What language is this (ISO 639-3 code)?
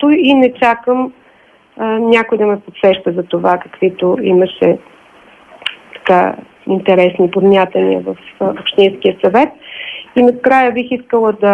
bul